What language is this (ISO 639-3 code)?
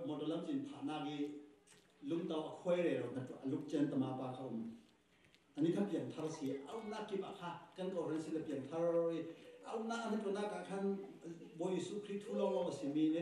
cfm